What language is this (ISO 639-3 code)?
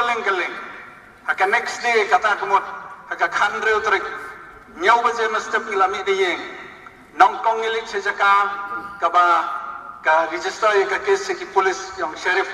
kha